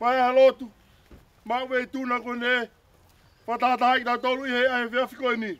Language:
Tongan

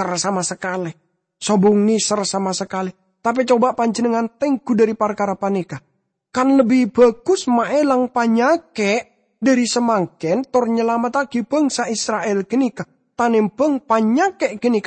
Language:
Madurese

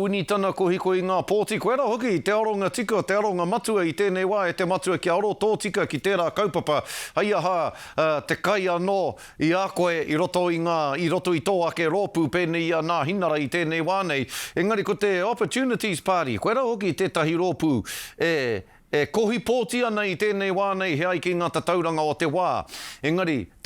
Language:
Māori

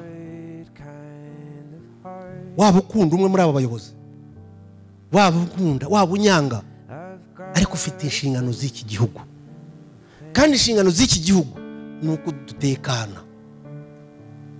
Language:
Kinyarwanda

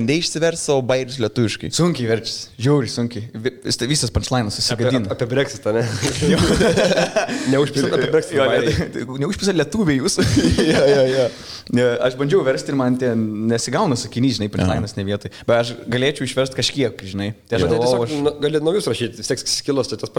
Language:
Lithuanian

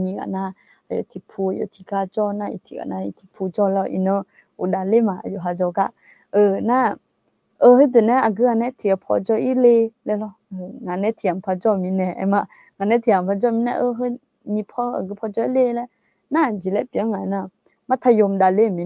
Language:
Akha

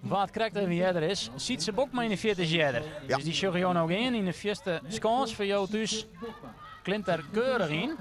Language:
Western Frisian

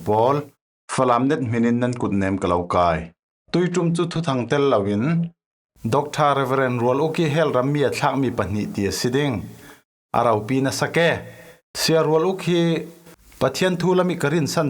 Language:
Falam Chin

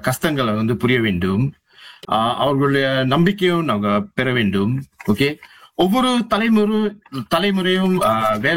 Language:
Tamil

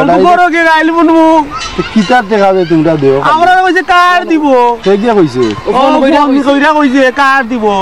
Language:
Sylheti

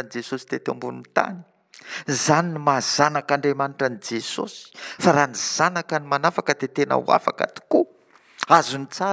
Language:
Malagasy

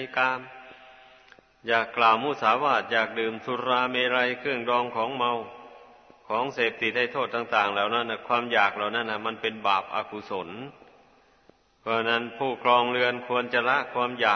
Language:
Thai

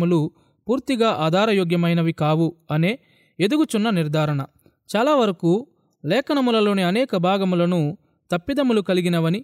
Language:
Telugu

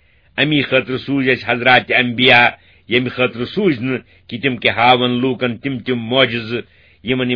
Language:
Kashmiri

